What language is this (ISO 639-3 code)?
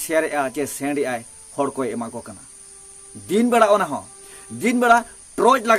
sat